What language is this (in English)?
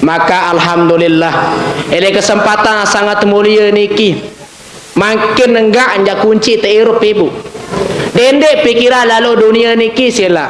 Sasak